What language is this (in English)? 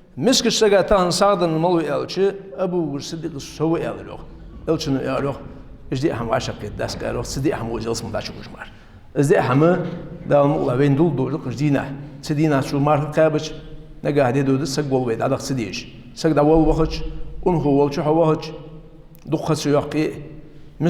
Ingush